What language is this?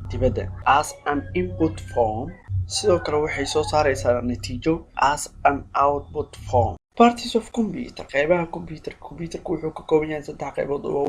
Somali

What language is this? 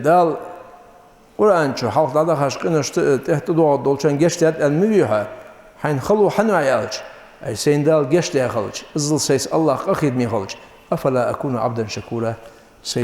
Ingush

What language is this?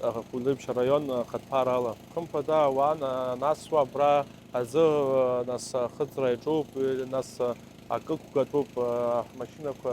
Abkhazian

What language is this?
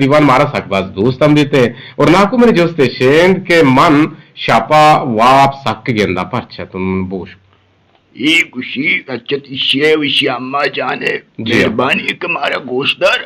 Eastern Balochi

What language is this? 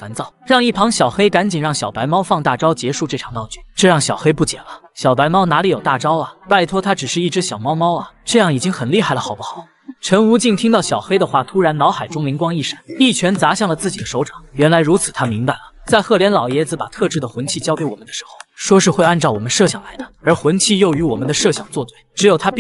Chinese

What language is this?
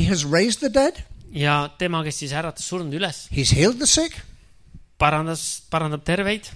Estonian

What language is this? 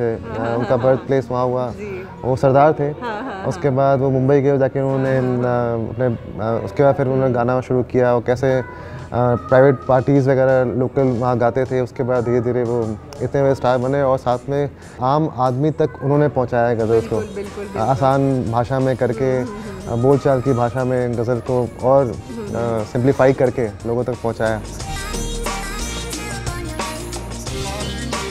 Hindi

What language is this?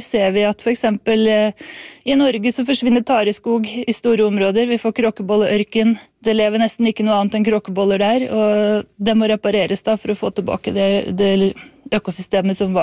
Norwegian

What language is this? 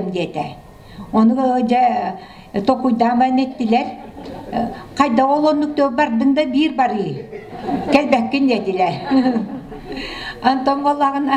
Yakut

